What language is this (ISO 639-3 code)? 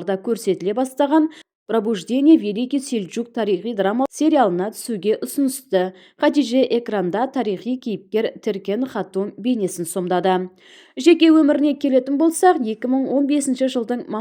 kaz